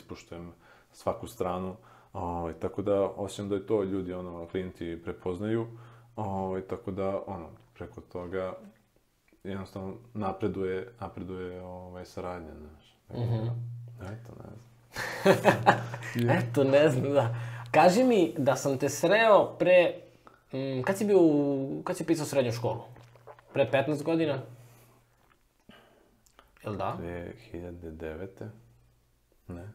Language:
Serbian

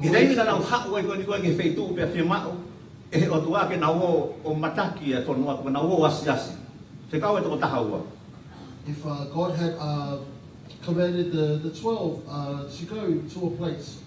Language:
Tongan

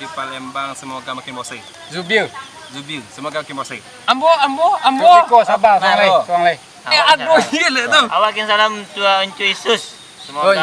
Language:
Minangkabau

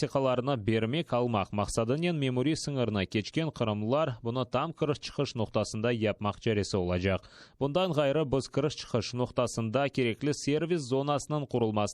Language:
Crimean Tatar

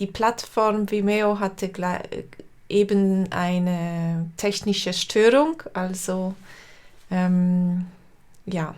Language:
Swiss German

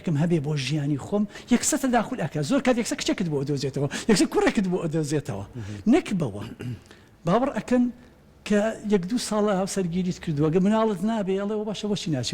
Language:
Central Kurdish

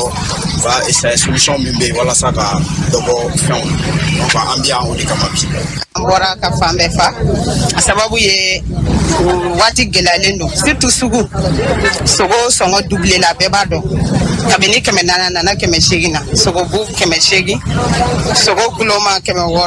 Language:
Bambara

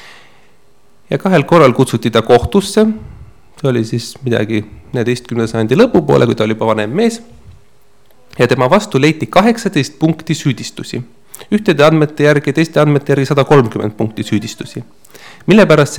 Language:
Estonian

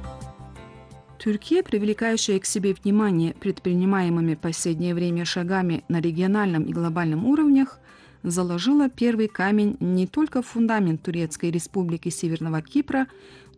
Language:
Russian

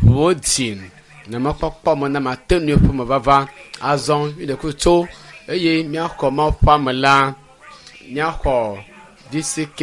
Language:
Ewe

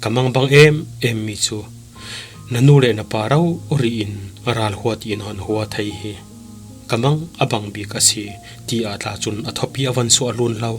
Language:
Falam Chin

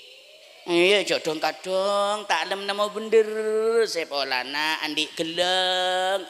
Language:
Madurese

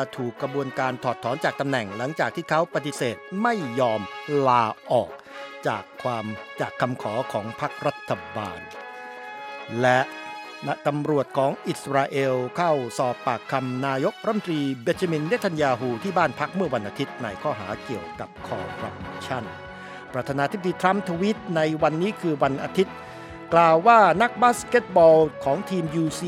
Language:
Thai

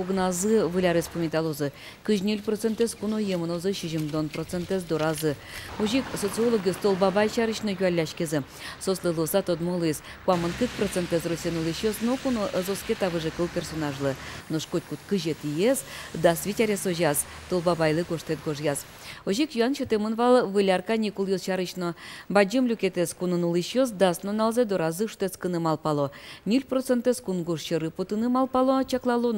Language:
Udmurt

